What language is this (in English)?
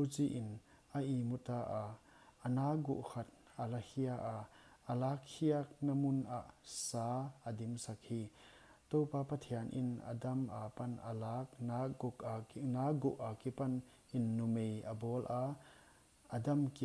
Paite Chin